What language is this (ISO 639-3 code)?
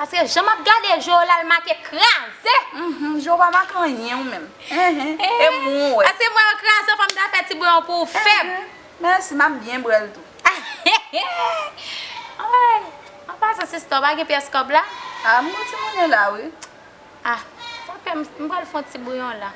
hat